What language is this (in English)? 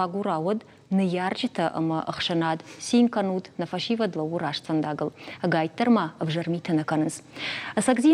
Ossetic